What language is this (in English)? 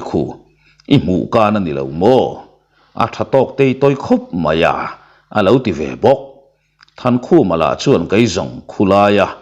Mizo